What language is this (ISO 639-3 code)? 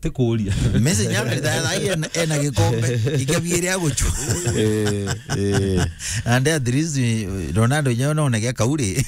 mer